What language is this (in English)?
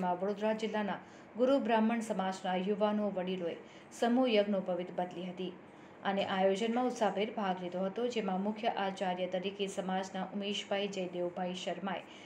Gujarati